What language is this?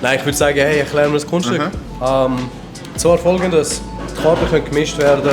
Swiss German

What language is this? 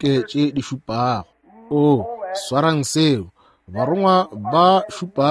Northern Sotho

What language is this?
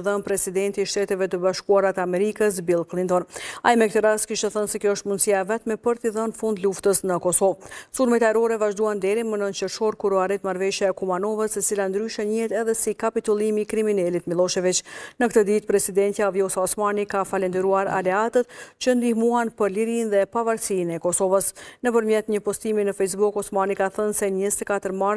Albanian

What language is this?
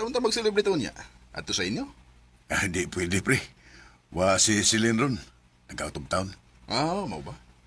Cebuano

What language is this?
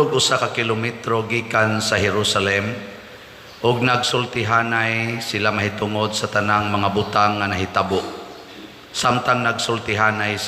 Cebuano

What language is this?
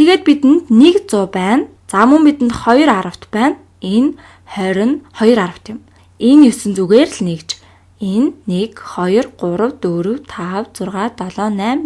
Mongolian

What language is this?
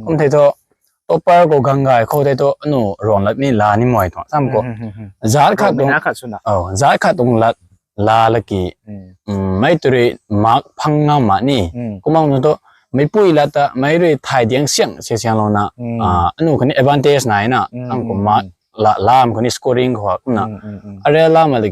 Rongmei Naga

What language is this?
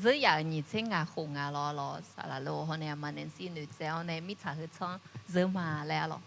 Akha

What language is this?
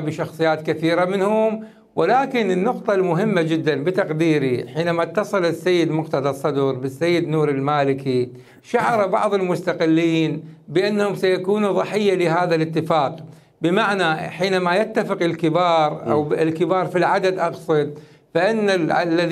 Mesopotamian Arabic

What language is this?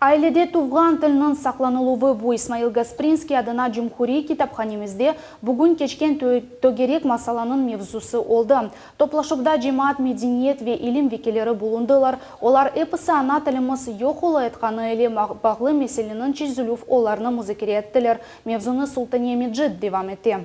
Crimean Tatar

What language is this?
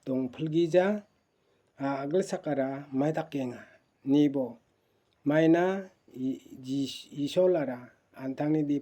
Garo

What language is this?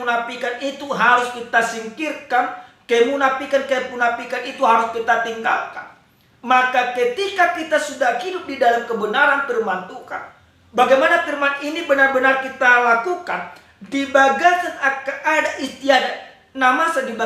Batak Toba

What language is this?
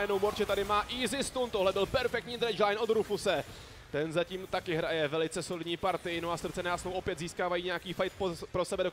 Czech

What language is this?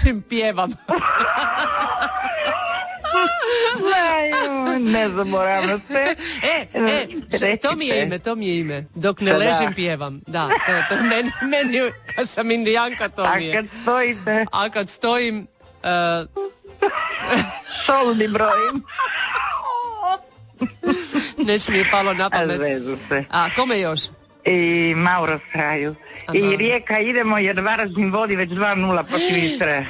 Croatian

